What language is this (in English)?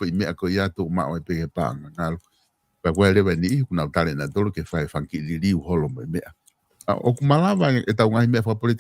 Tongan